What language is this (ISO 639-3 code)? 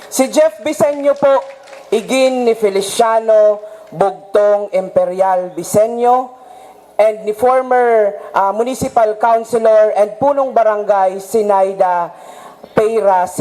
bik